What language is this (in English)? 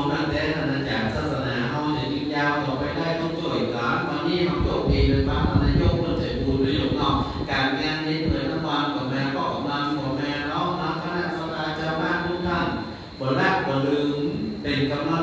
Thai